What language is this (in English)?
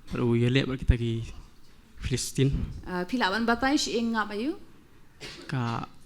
Khasi